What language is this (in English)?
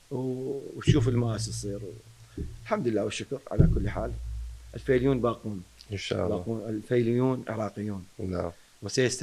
Mesopotamian Arabic